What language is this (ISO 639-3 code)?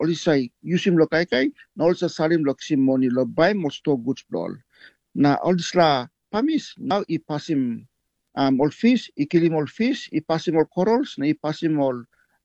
tpi